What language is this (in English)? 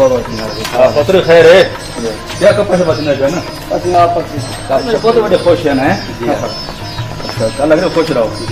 Saraiki